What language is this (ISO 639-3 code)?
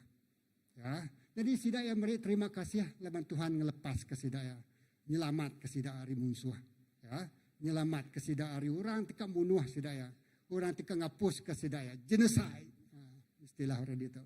iba